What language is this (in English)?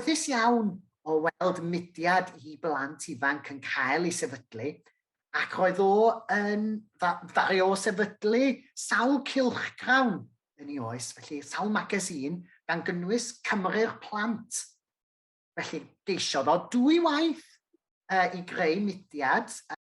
Welsh